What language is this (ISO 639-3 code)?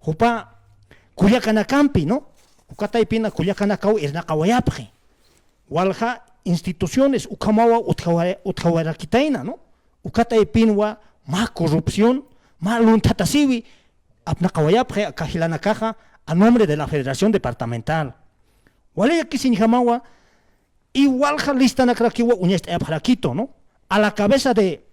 aym